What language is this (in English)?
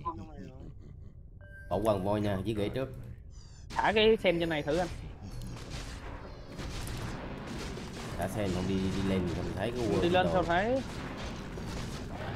Vietnamese